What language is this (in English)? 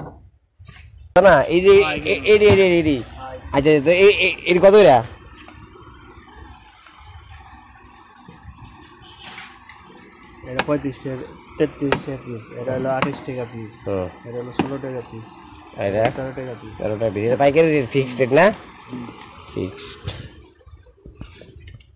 Bangla